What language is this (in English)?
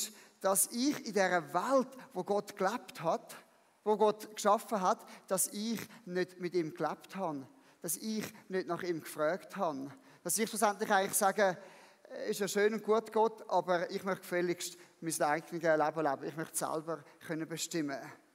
Swiss German